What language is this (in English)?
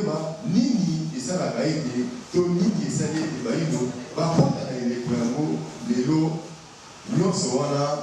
Lingala